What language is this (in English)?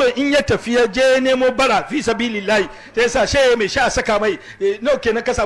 Hausa